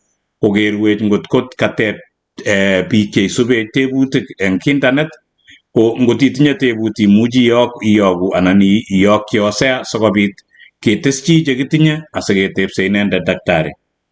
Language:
Kalenjin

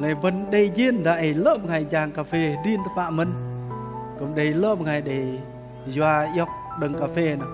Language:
Bahnar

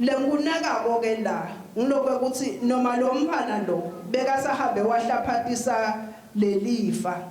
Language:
Swati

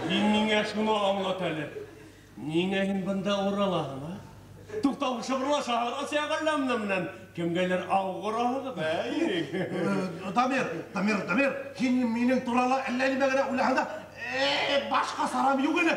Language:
Bashkir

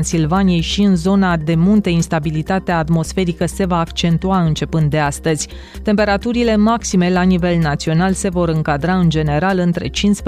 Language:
Romanian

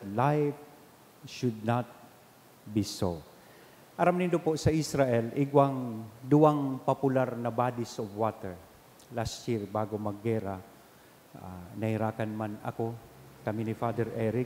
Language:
Bikol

